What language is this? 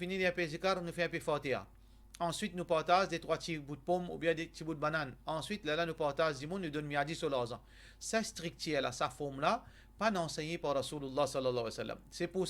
Morisyen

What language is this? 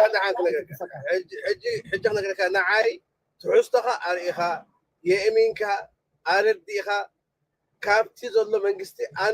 Tigrinya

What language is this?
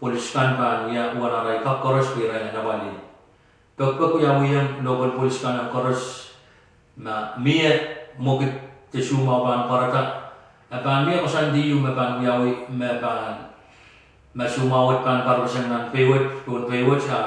Pohnpeian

